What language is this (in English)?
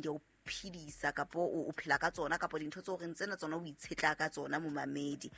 Southern Sotho